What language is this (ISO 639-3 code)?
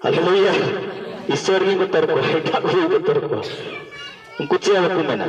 sat